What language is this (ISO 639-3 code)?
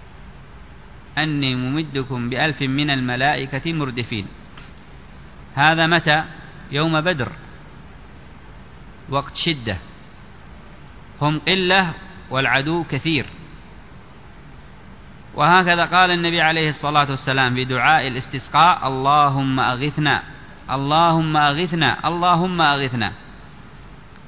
ara